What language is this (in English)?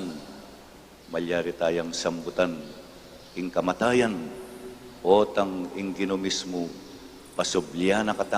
Pampanga